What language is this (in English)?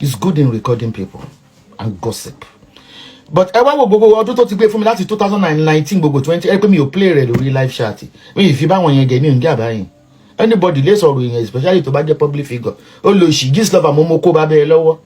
Yoruba